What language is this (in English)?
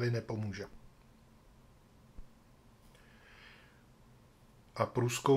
Czech